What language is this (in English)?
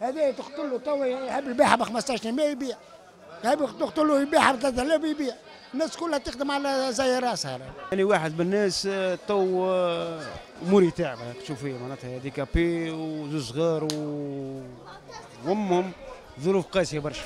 Tunisian Arabic